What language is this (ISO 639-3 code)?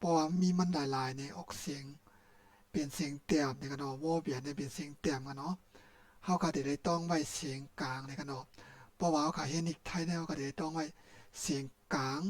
shn